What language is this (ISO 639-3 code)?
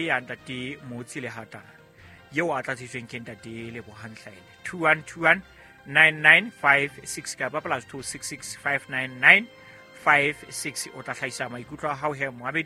sot